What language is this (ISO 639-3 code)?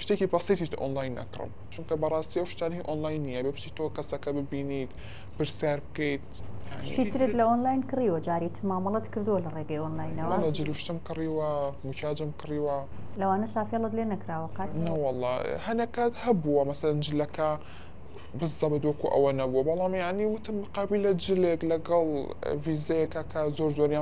ckb